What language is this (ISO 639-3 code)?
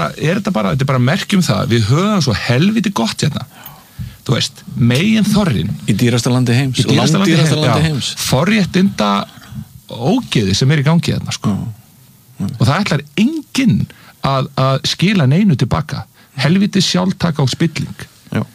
isl